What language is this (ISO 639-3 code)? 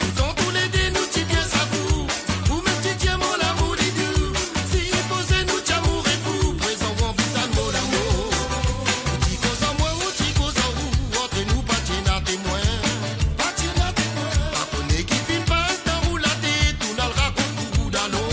mfe